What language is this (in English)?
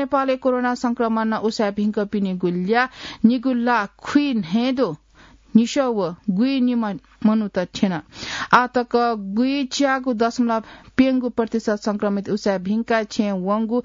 Newari